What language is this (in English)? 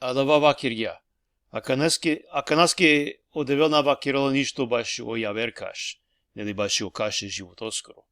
Balkan Romani